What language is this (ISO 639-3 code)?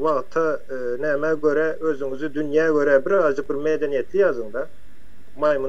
tuk